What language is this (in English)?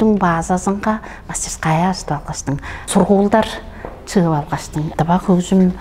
Tuvinian